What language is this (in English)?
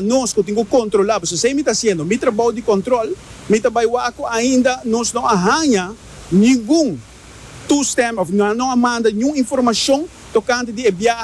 Papiamento